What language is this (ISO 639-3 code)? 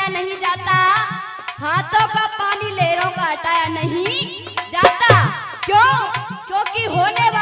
hin